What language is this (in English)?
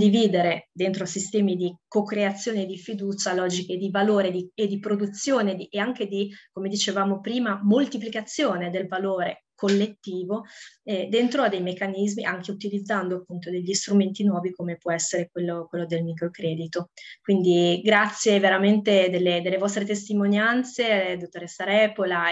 Italian